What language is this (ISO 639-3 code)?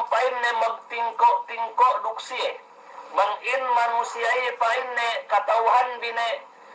yka